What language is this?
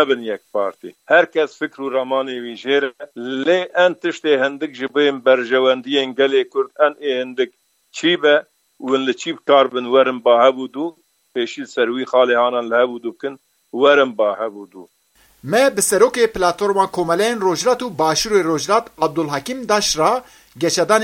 Kurdish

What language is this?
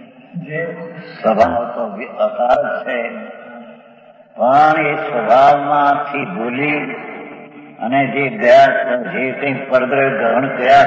Gujarati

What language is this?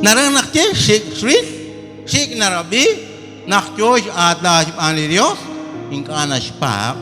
Kekchí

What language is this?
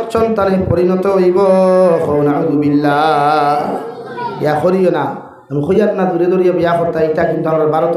Sylheti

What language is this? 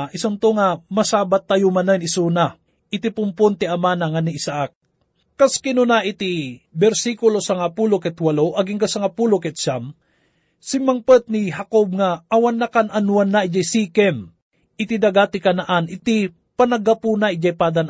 Iloko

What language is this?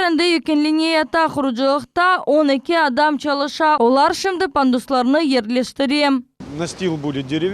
Crimean Tatar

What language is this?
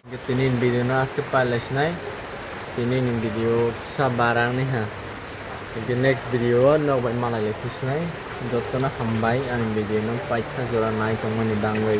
Kok Borok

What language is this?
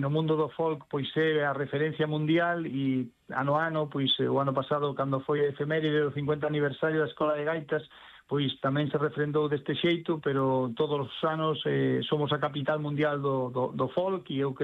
Galician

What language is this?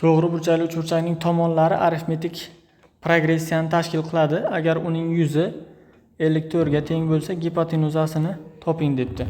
Uzbek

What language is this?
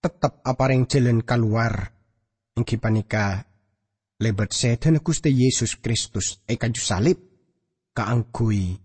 Madurese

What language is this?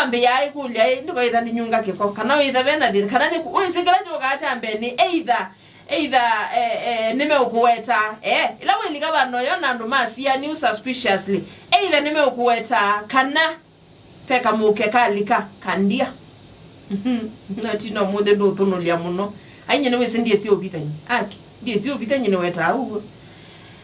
Kamba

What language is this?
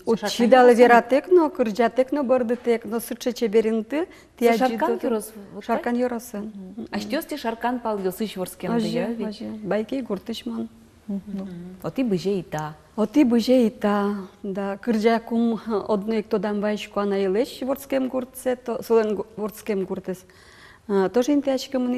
Udmurt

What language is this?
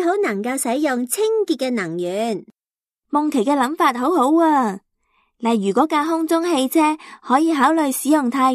Cantonese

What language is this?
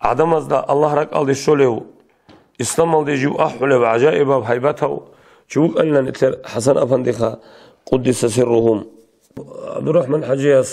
Avaric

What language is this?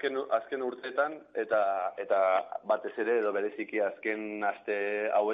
Basque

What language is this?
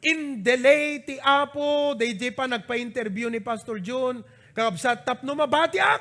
Iloko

